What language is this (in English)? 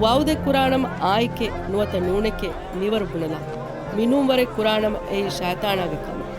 Divehi